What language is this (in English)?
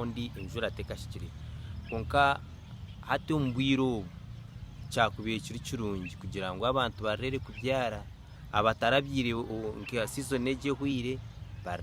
Nyankole